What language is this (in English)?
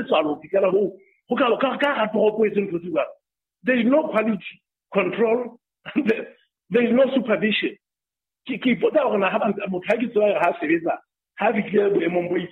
Southern Sotho